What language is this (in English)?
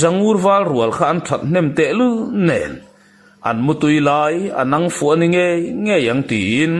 Mizo